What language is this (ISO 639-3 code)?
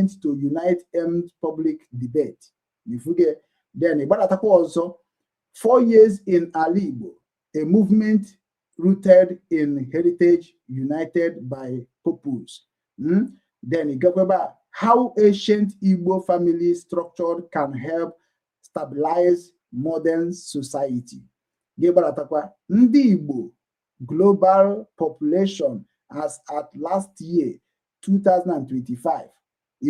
ibo